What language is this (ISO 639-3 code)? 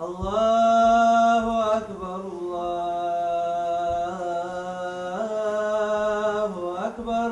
kum